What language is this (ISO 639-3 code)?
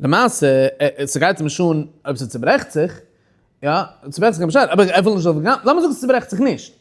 yid